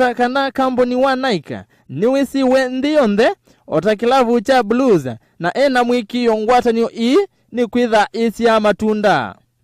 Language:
Kamba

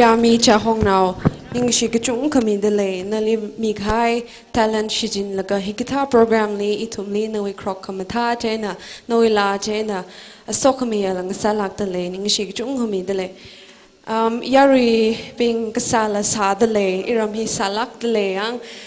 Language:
Tangkhul Naga (India)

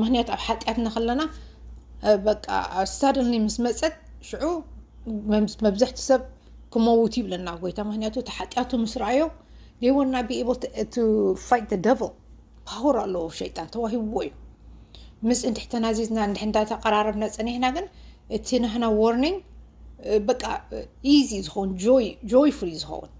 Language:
Tigrinya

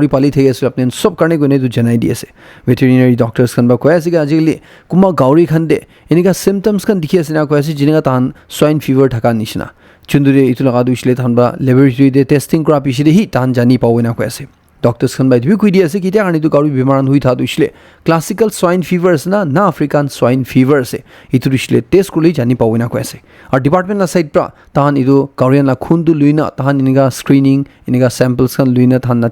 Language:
Naga Pidgin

